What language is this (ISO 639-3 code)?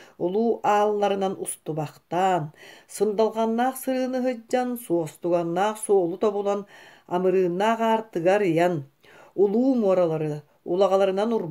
sah